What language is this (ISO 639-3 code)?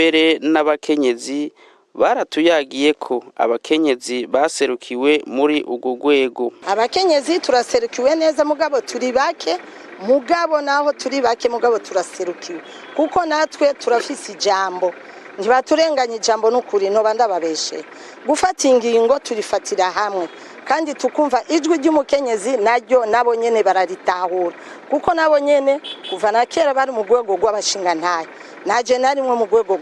run